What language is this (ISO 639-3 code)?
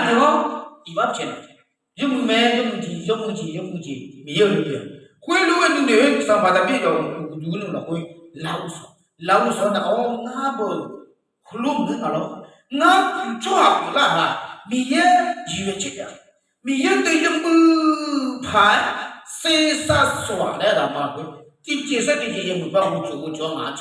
ahk